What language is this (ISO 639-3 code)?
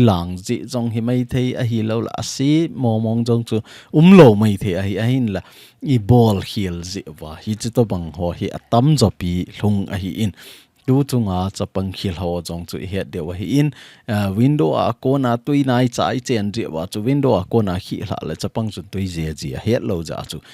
tcz